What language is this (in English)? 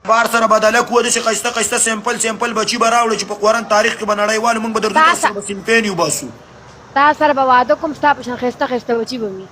Pashto